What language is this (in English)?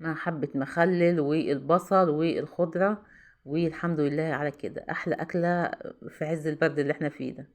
Egyptian Arabic